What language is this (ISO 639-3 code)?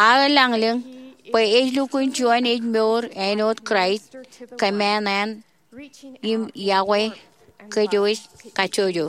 mah